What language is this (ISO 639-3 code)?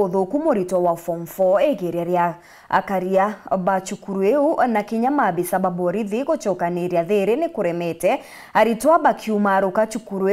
mer